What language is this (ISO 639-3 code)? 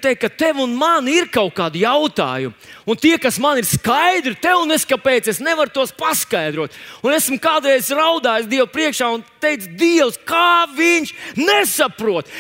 lav